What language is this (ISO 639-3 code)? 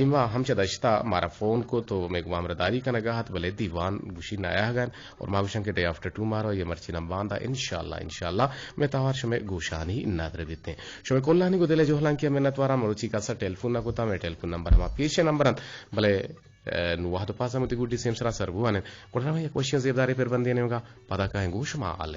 bgp